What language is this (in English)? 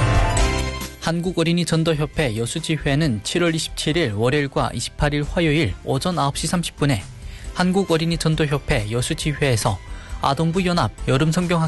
Korean